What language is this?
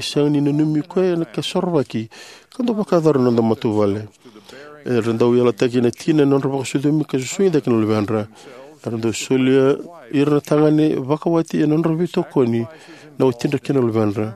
Fijian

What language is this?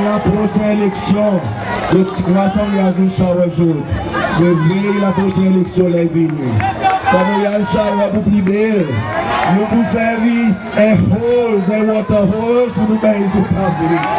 Seselwa Creole French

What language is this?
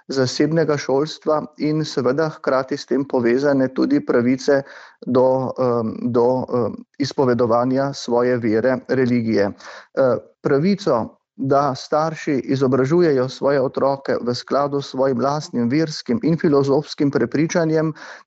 Slovenian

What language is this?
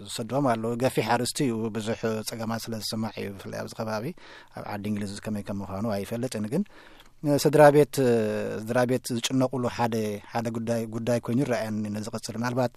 Tigrinya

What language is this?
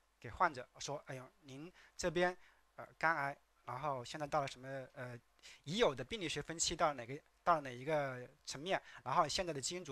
Chinese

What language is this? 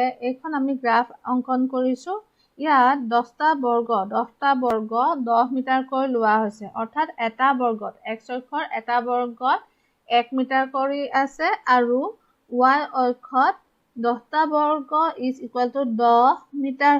Assamese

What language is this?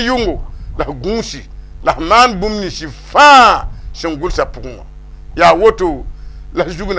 Mossi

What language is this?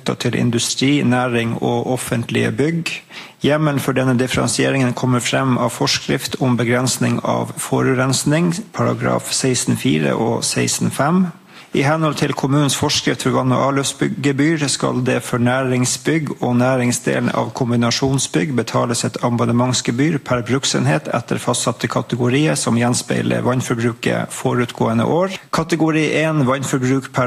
Norwegian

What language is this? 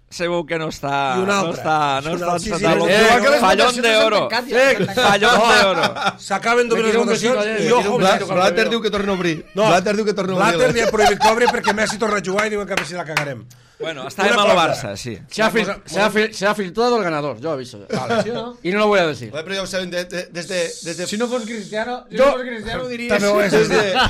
Catalan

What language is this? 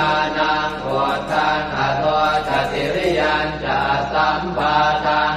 Pali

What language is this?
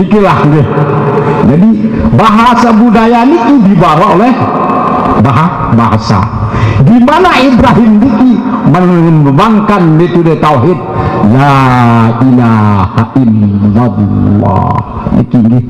Sasak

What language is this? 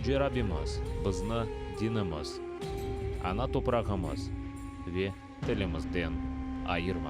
Crimean Tatar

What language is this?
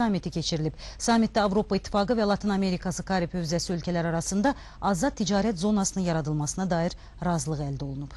Azerbaijani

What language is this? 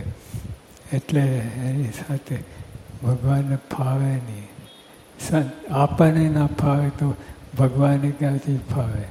Gujarati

